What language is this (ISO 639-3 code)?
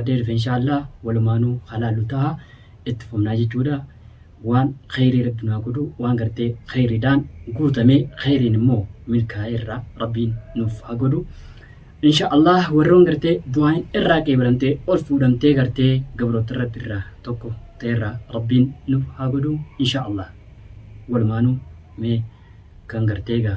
orm